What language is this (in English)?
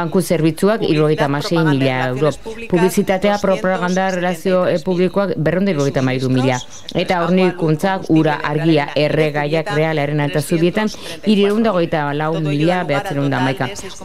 Basque